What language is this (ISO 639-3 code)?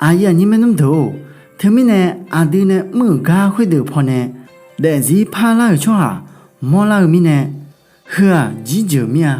ahk